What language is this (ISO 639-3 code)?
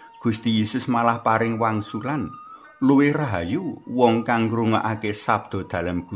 jav